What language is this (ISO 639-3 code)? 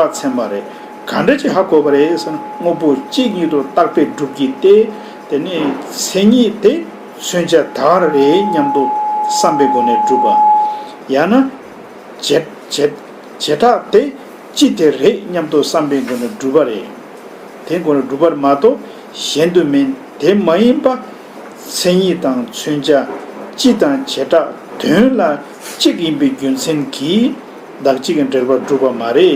bod